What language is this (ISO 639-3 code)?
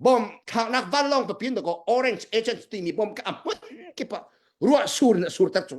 cnh